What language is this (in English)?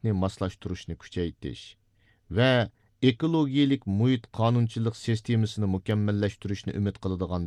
Uyghur